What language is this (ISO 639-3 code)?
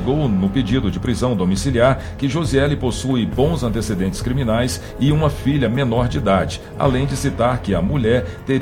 por